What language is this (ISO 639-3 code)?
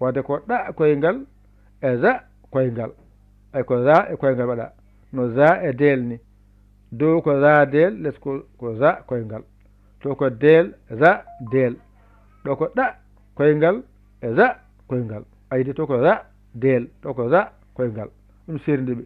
ful